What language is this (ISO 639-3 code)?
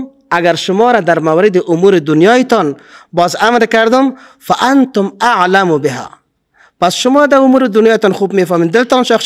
fas